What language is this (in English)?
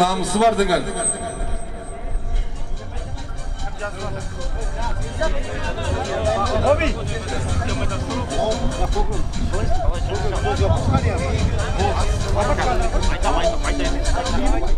Kazakh